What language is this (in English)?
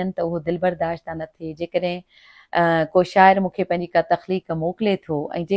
Sindhi